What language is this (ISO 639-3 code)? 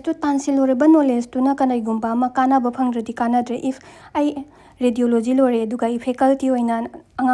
mni